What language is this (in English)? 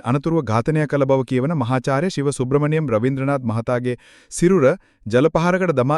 Sinhala